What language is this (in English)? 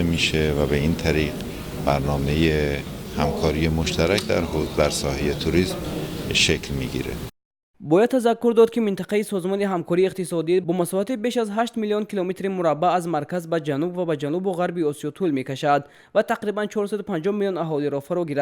Tajik